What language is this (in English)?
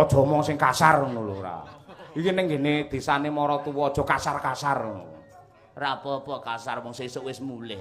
Javanese